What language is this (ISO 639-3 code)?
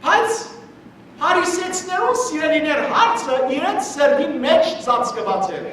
hyw